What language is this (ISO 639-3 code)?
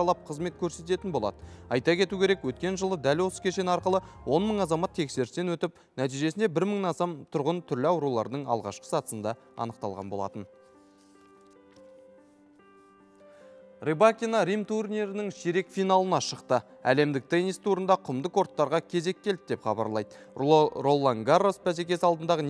kaz